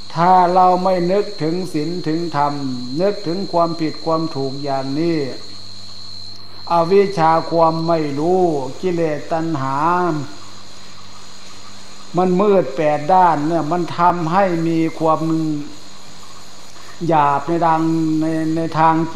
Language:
Thai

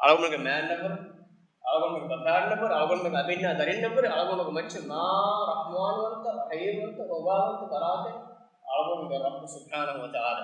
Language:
Divehi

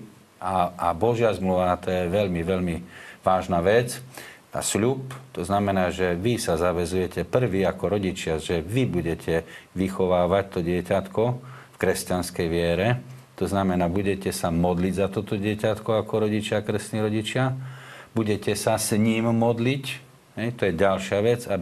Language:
Slovak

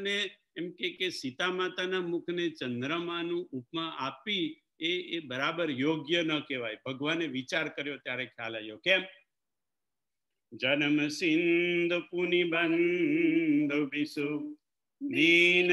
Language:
Gujarati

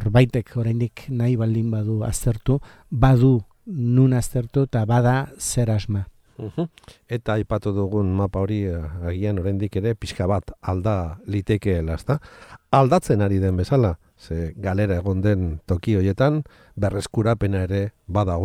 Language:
Basque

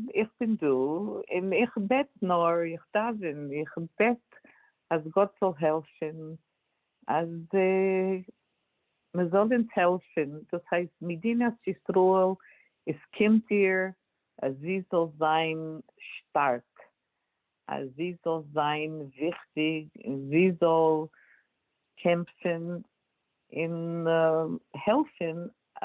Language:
Yiddish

